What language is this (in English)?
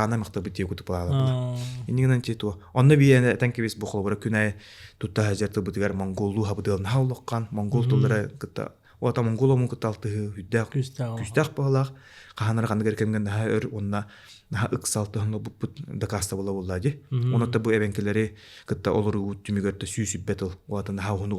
Yakut